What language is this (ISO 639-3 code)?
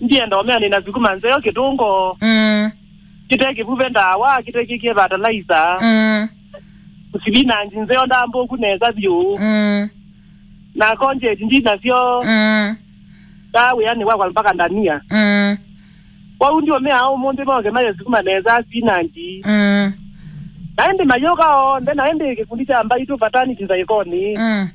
kam